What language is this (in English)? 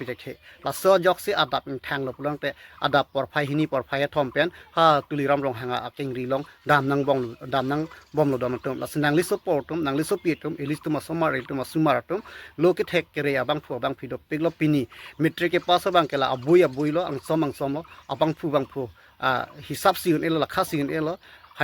Karbi